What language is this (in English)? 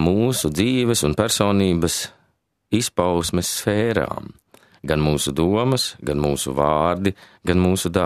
Latvian